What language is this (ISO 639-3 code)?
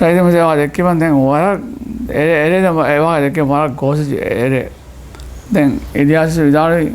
div